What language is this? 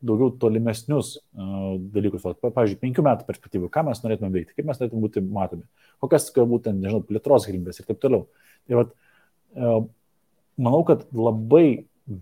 Lithuanian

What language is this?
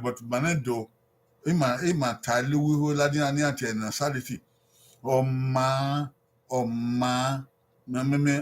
Bini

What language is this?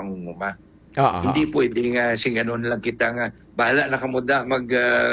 Hiligaynon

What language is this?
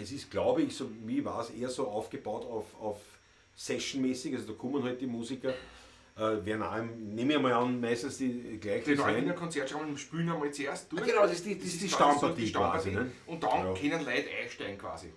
Bavarian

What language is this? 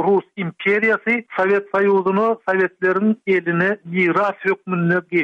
Turkmen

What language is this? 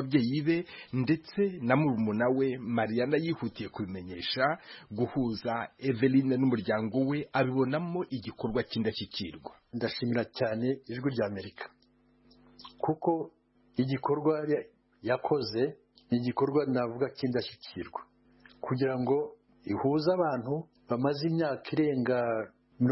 Kinyarwanda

